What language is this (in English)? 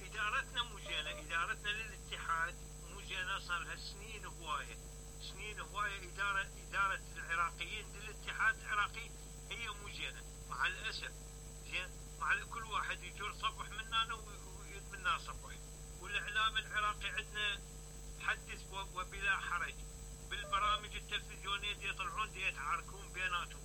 Mesopotamian Arabic